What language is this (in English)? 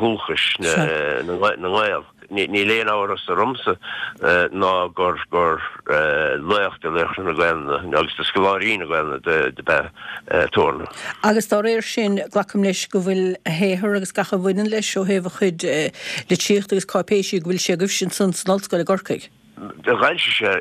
Irish